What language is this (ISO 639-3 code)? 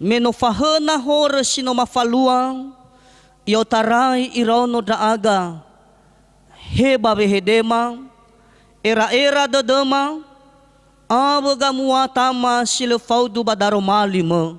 nia